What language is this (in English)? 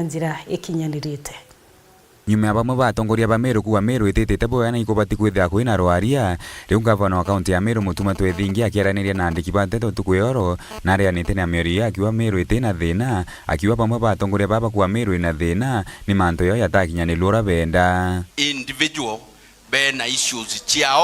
Meru